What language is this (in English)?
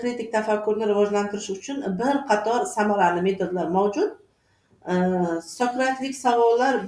Uzbek